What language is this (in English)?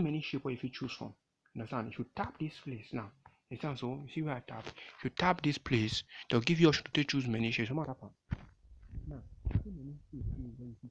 Nigerian Pidgin